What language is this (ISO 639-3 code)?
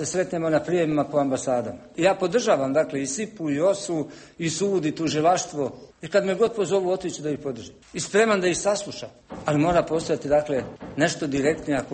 bos